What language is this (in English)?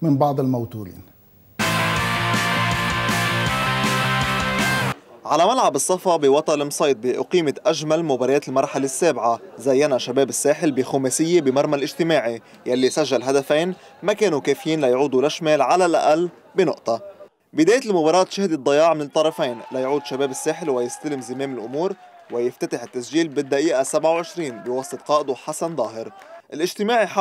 North Levantine Arabic